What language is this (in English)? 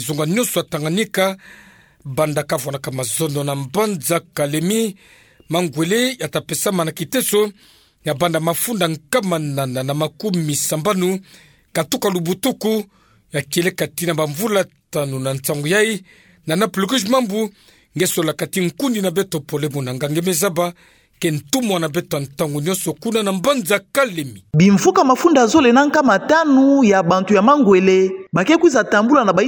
Kituba (Democratic Republic of Congo)